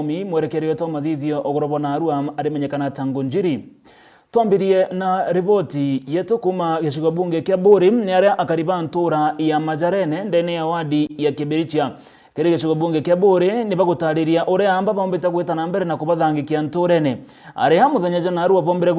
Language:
Meru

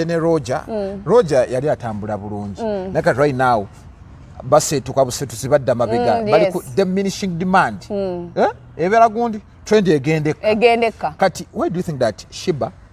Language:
Ganda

